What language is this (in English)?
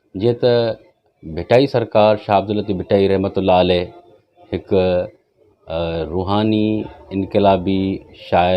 Sindhi